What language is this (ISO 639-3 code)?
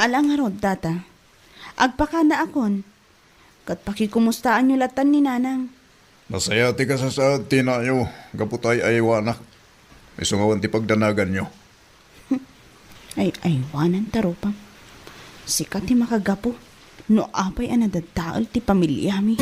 ilo